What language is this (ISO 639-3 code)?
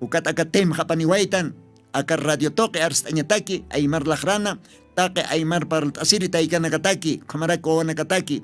aym